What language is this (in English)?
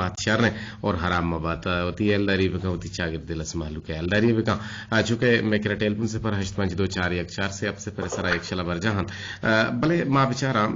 Eastern Balochi